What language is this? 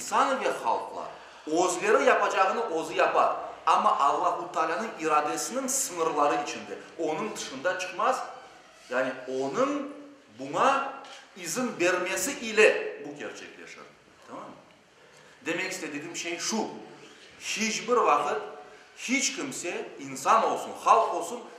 Crimean Tatar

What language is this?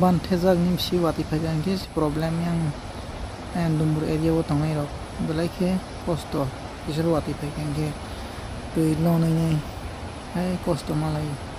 Kok Borok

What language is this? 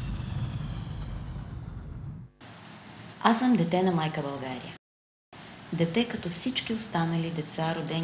Bulgarian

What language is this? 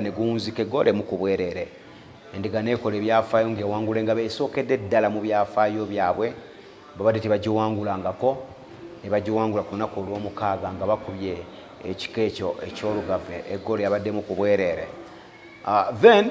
Ganda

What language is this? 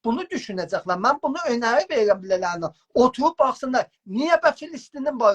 South Azerbaijani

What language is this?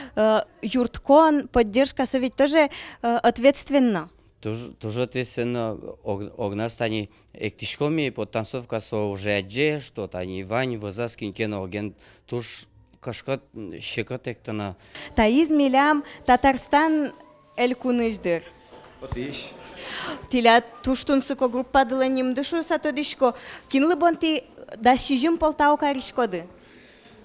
Udmurt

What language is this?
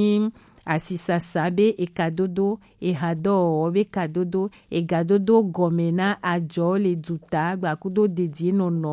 Gen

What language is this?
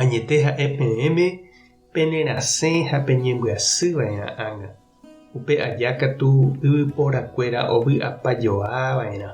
Guarani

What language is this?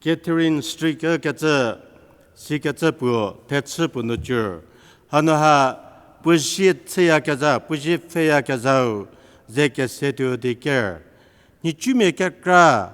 Angami Naga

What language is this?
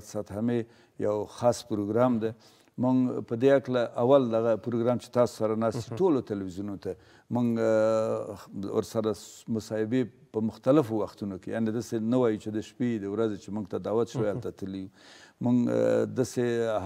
Pashto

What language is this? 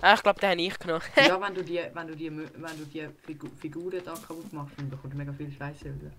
Swiss German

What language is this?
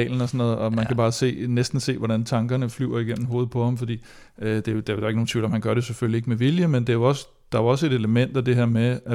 Danish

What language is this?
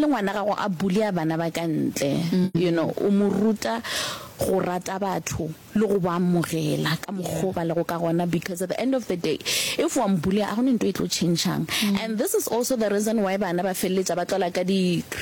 Northern Sotho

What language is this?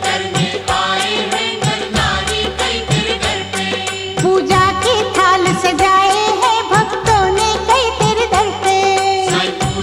Hindi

